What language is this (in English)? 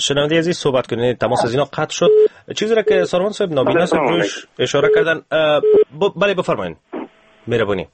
Persian